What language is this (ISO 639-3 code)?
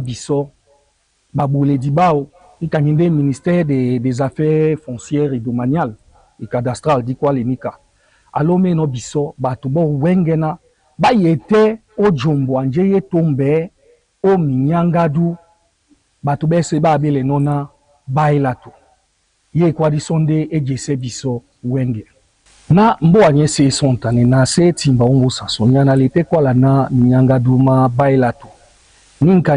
dua